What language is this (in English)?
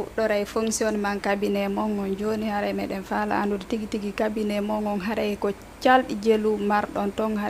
Fula